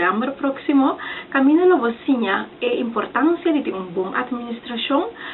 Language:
Papiamento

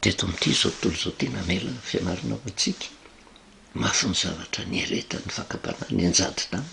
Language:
Malagasy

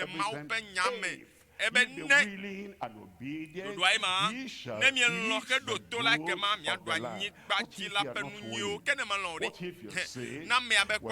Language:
Ewe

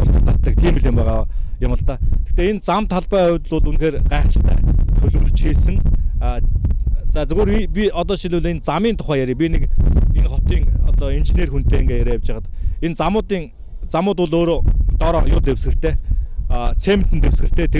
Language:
Mongolian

